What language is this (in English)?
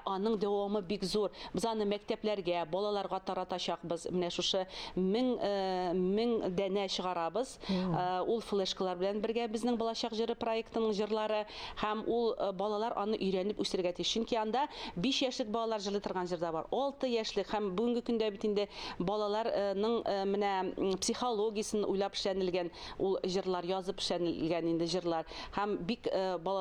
Tatar